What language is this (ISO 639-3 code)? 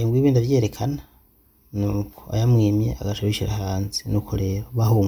run